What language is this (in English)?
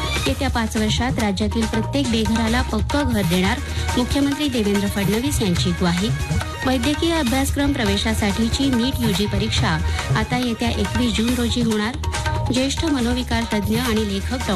Marathi